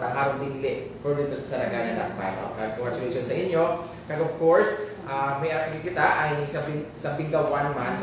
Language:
Hiligaynon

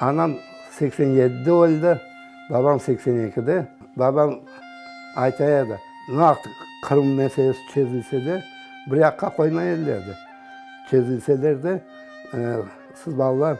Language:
Crimean Tatar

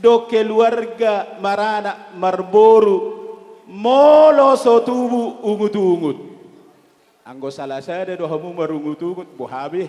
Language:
Batak Toba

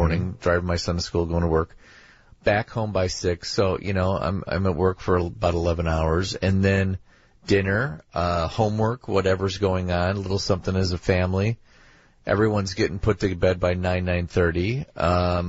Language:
English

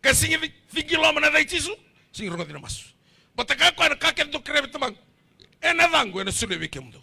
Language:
Fijian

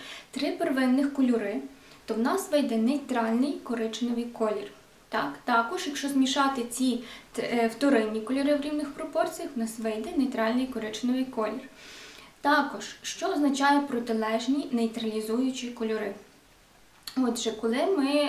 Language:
Ukrainian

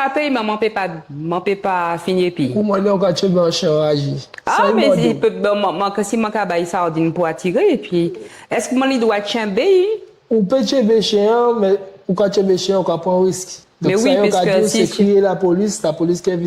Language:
Guadeloupean Creole French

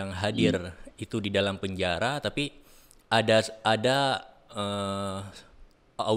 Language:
Indonesian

